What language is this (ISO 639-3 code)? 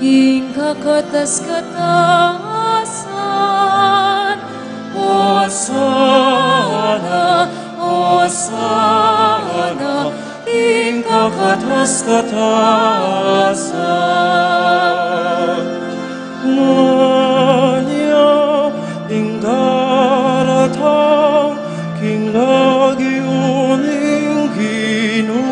pam